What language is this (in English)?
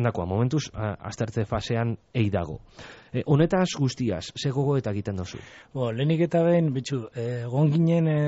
Basque